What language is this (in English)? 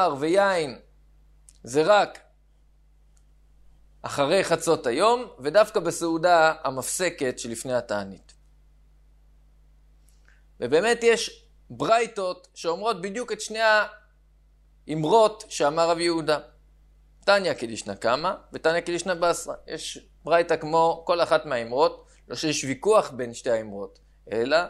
Hebrew